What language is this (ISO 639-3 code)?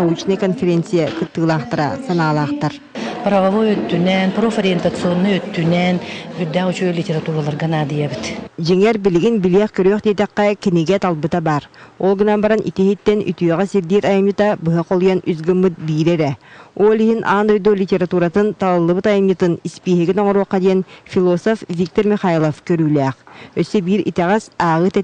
sah